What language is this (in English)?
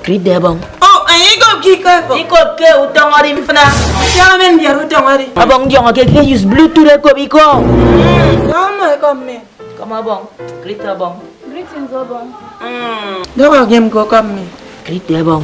Efik